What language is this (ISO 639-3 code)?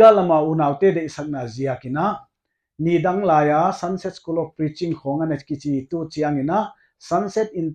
pck